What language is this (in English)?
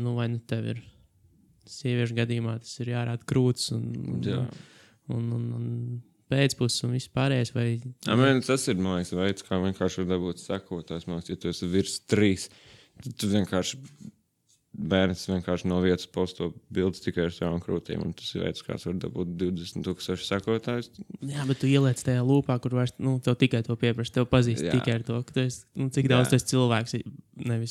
Latvian